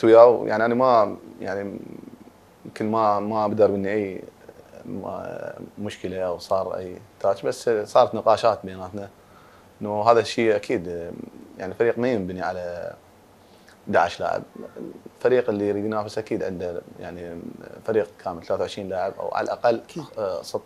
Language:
Mesopotamian Arabic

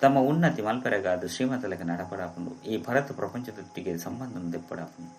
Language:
Tulu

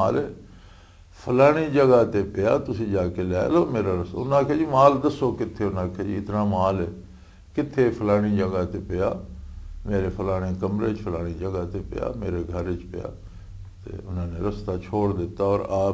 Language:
Western Panjabi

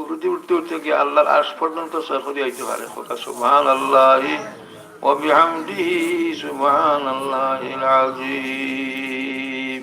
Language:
Sylheti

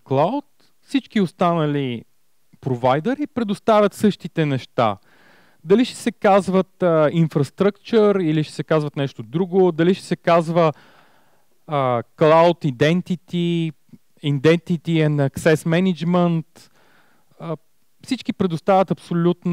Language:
Bulgarian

